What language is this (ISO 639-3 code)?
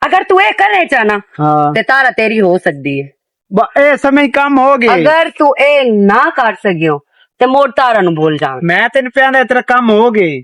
lah